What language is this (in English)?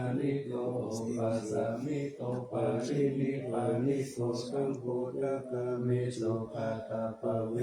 Pali